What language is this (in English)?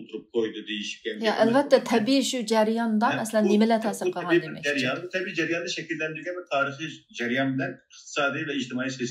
Uyghur